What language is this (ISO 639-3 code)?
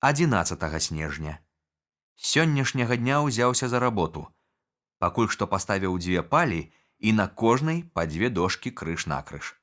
bel